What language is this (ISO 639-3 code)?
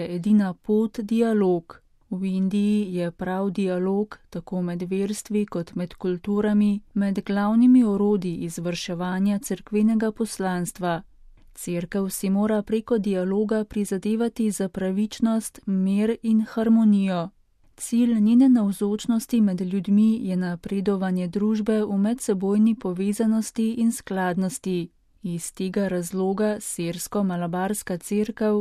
slv